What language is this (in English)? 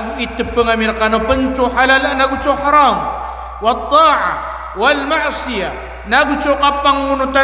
Maranao